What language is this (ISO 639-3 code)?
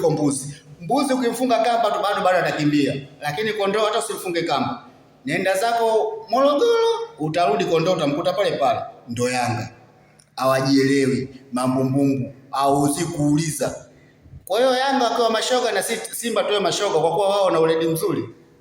swa